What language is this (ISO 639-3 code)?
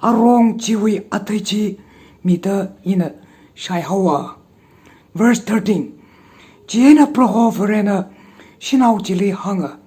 nmf